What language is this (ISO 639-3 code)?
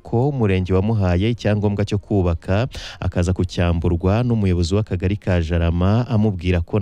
kin